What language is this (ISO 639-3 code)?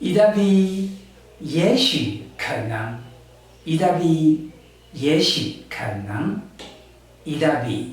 trv